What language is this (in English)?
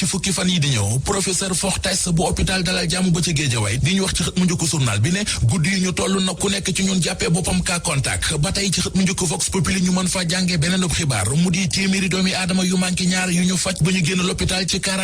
Wolof